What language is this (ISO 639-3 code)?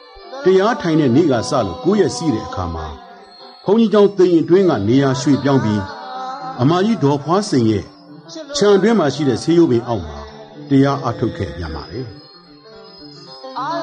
mya